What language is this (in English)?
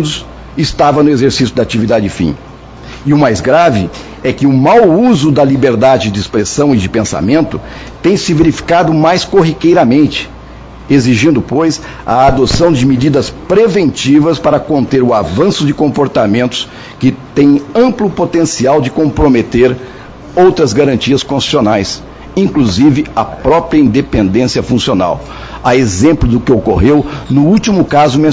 Portuguese